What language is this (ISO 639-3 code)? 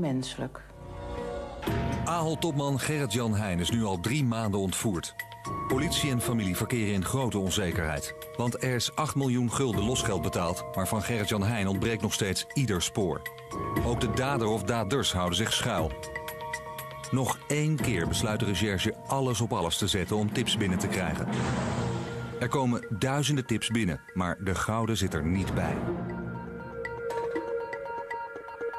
nld